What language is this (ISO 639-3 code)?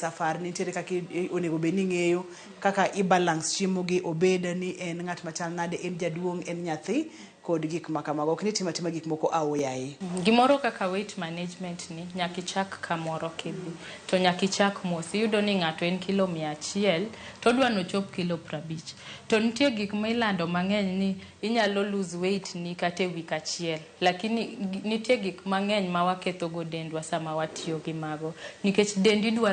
luo